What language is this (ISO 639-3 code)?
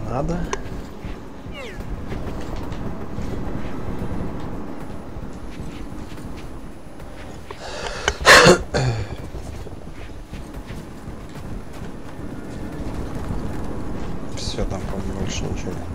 rus